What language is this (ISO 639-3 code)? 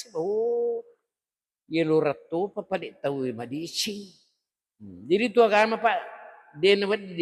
bug